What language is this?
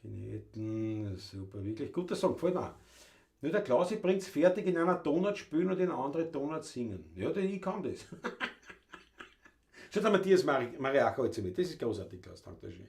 Bavarian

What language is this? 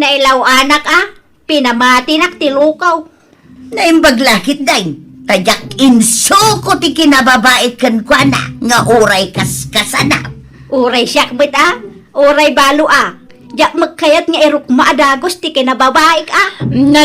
Iloko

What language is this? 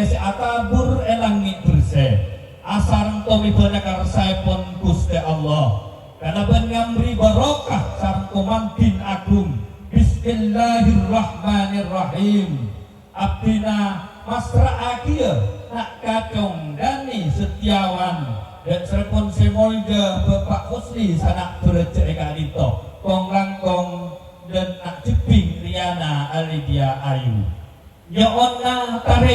Madurese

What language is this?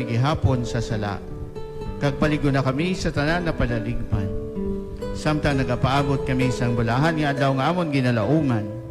Hiligaynon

